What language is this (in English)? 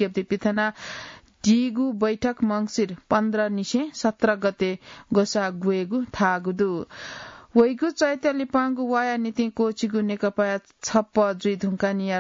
Newari